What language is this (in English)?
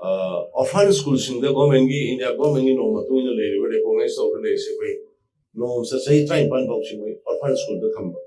Manipuri